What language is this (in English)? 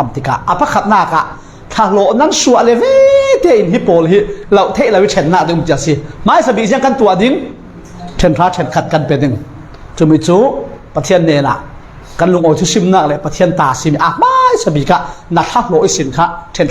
Falam Chin